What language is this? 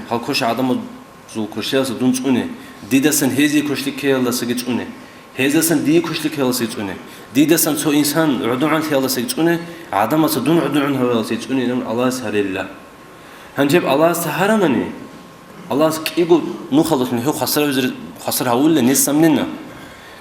Avaric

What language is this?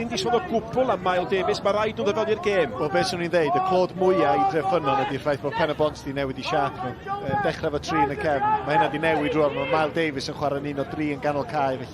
Welsh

